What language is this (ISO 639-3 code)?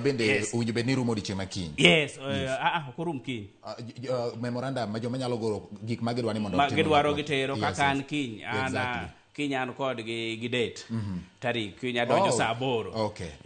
luo